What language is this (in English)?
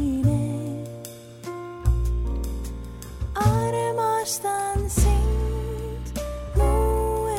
Estonian